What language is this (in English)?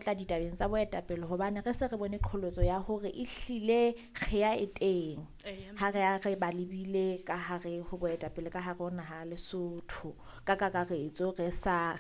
Southern Sotho